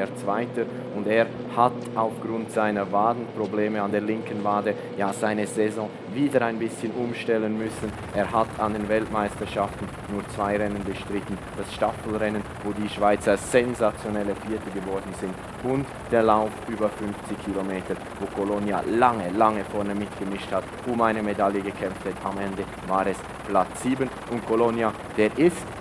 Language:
German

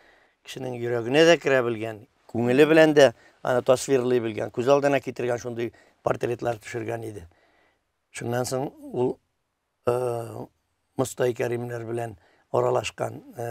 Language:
Tatar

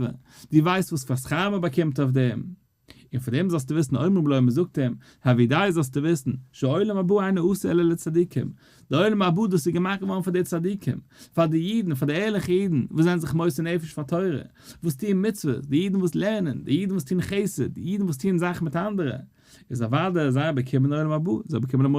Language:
Yiddish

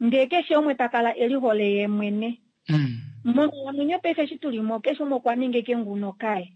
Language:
Kuanyama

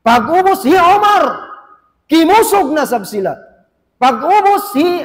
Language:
Tausug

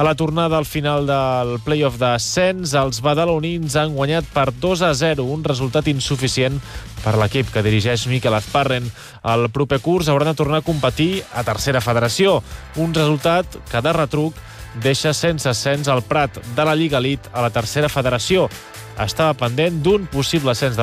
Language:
Catalan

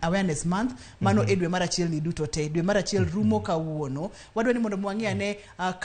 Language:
Luo (Kenya and Tanzania)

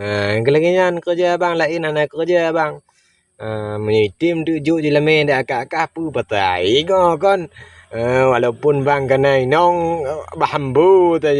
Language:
Achinese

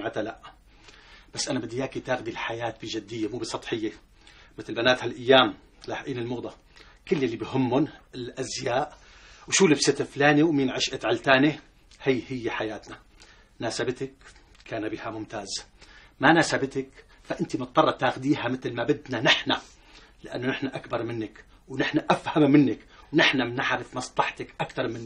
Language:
North Levantine Arabic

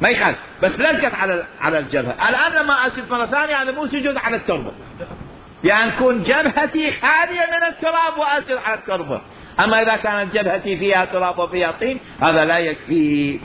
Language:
Mesopotamian Arabic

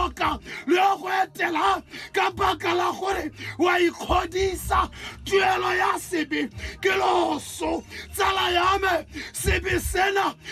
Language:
Tswana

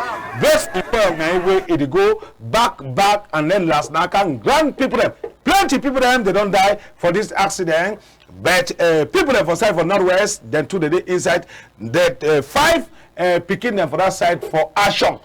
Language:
Cameroon Pidgin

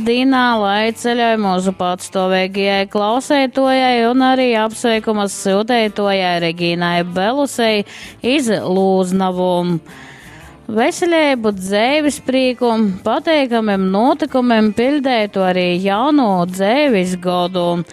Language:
Latgalian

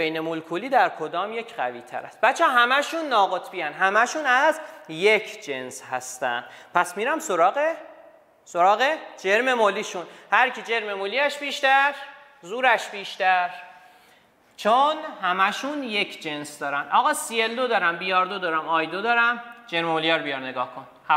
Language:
Persian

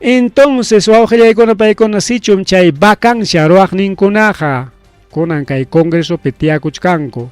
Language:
Ayacucho Quechua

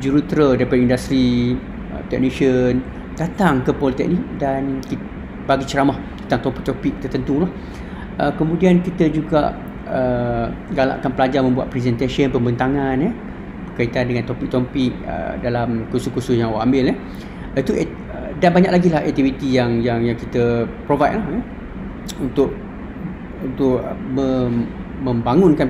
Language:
Malay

